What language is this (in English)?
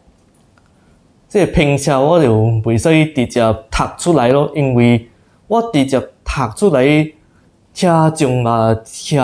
Min Nan Chinese